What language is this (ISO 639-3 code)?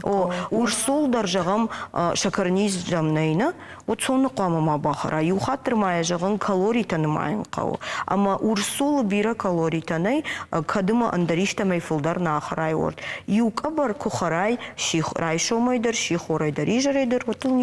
oss